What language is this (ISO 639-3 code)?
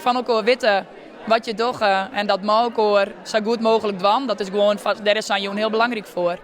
fry